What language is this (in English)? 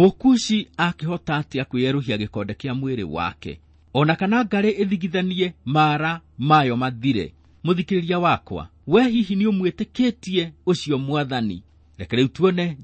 Kikuyu